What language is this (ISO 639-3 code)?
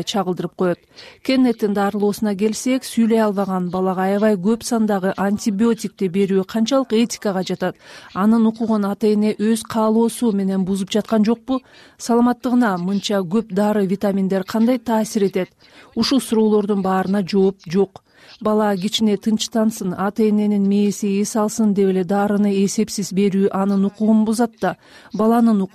kir